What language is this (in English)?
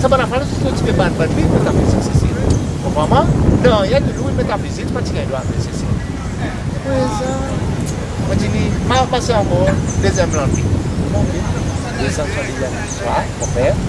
Seselwa Creole French